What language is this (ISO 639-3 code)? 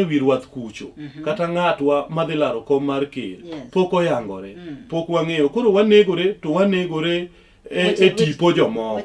luo